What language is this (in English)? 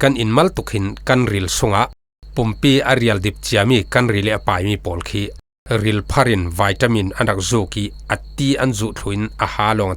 Falam Chin